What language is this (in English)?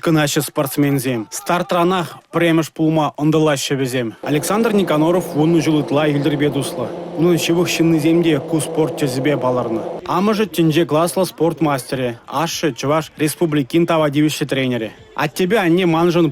Chuvash